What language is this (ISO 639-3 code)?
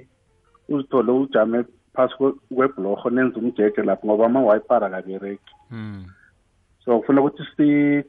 nbl